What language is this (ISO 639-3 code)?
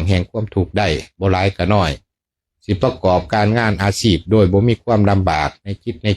lao